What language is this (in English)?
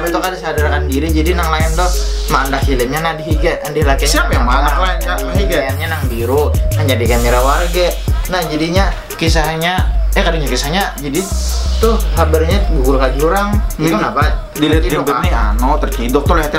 Banjar